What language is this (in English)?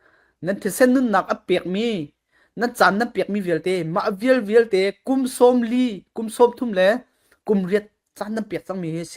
Falam Chin